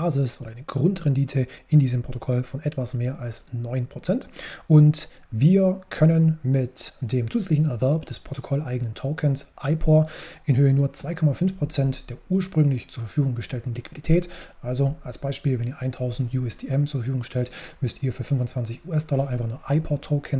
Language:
German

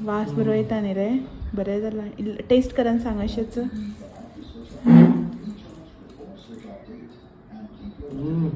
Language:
Konkani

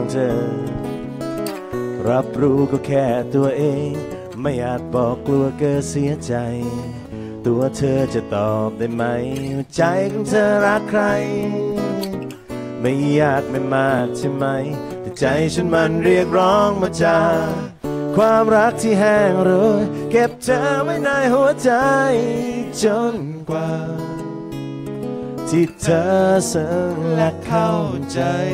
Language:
Thai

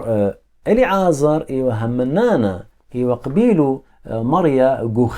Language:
Assyrian Neo-Aramaic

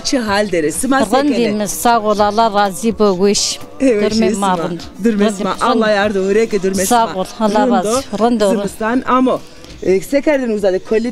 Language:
Zaza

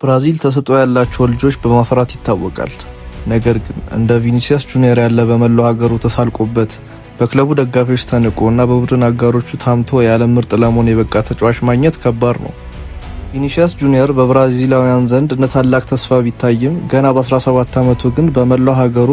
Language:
Amharic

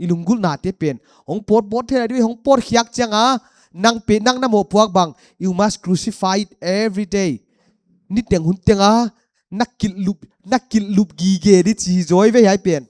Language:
Paite Chin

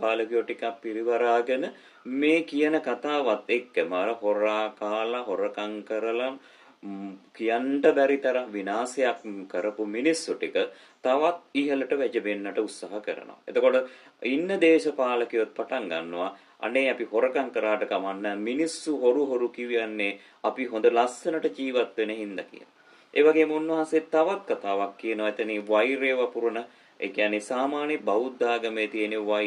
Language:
Sinhala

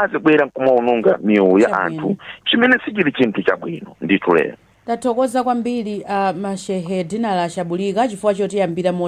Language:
Nyanja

